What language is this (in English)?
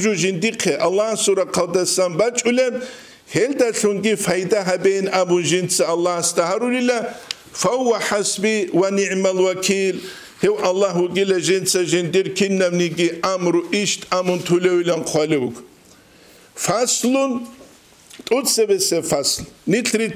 Avaric